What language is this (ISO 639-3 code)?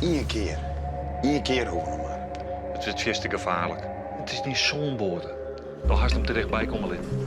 fry